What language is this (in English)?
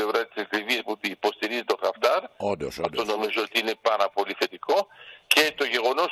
Greek